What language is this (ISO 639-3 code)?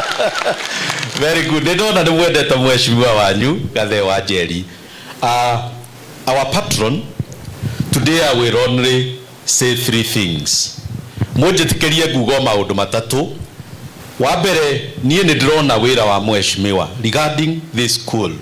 kik